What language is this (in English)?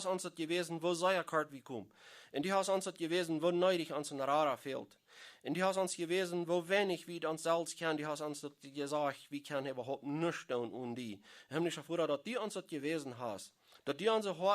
Plautdietsch